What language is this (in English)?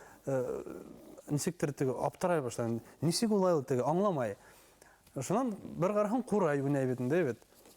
Bashkir